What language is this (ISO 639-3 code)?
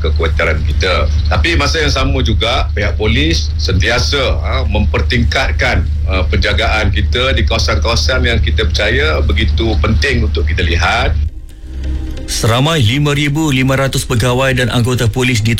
msa